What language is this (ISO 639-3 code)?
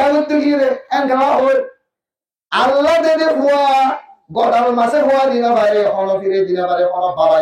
rhg